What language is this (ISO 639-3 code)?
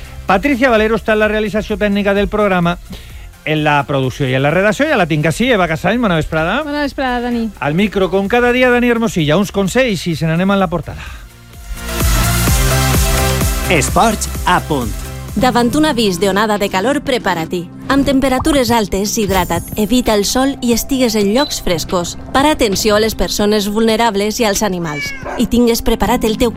cat